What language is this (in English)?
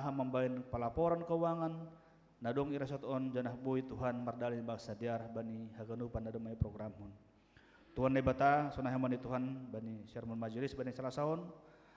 Batak Simalungun